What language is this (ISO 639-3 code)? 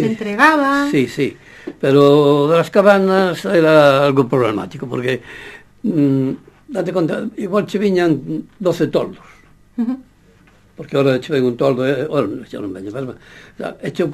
glg